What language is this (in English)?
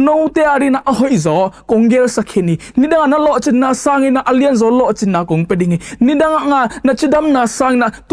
Tedim Chin